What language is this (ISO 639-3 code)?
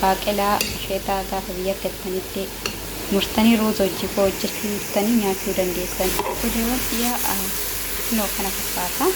orm